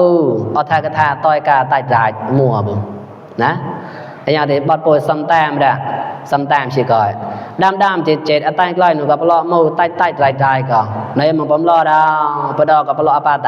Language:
Mon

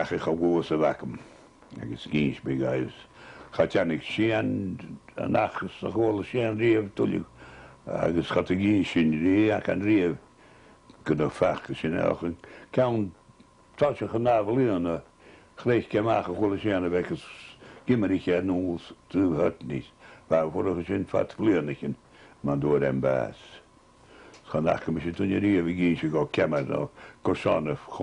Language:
Scottish Gaelic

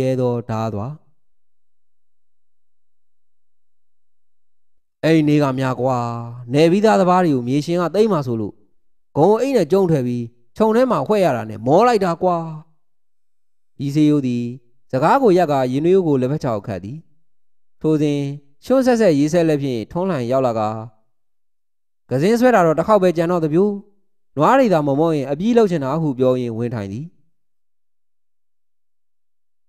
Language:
Burmese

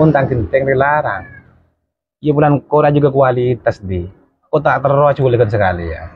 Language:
Madurese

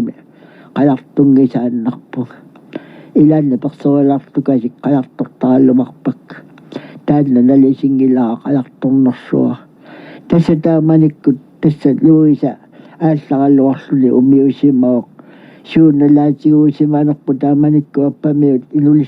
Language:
Kalaallisut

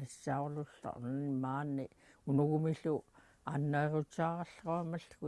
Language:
Central Yupik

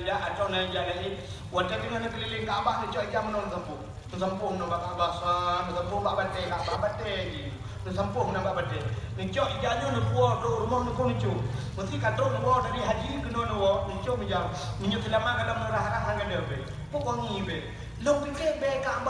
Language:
Achinese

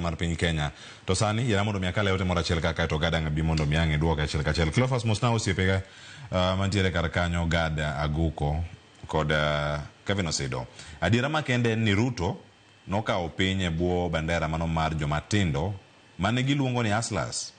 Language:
Luo (Kenya and Tanzania)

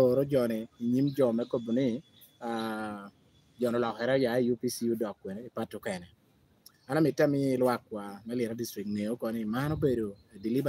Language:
Lango (Uganda)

